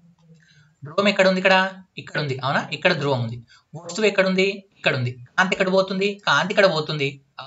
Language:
Telugu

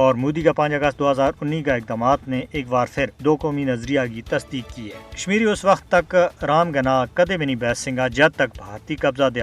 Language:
Gujari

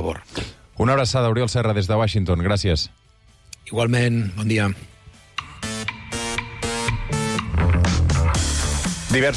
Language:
Catalan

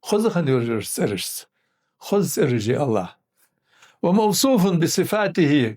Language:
Ingush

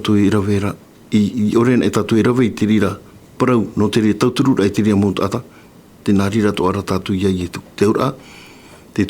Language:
Tahitian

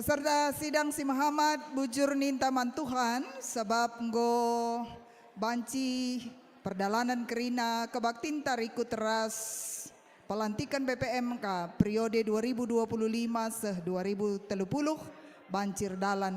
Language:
Batak Karo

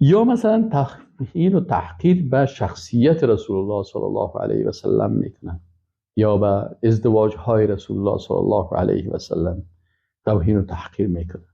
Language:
Persian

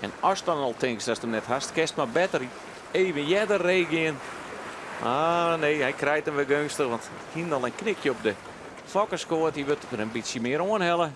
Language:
Western Frisian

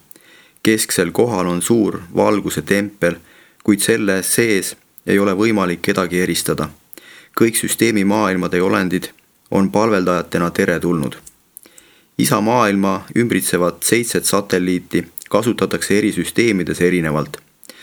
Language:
Estonian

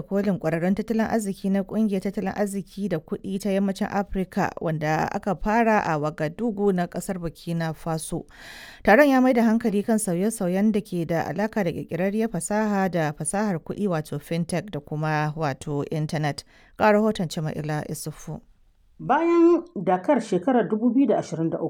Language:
Hausa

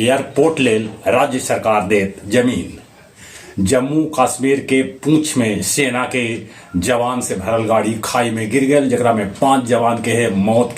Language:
Magahi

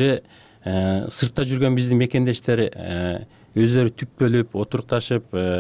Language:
Kyrgyz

